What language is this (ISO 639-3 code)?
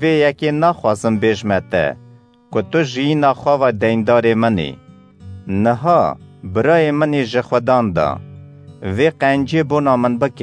kur